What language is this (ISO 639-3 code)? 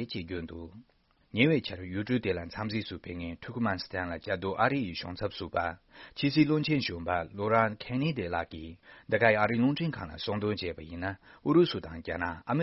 bod